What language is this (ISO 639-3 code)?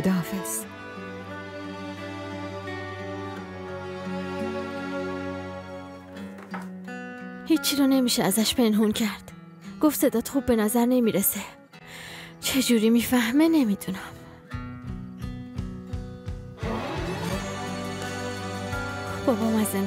fas